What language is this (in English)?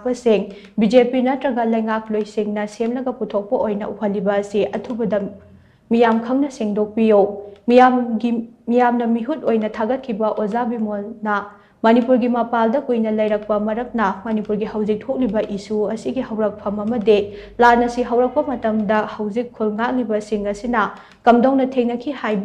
Manipuri